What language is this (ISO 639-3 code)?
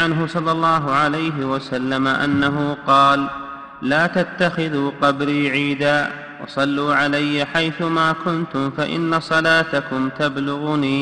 ara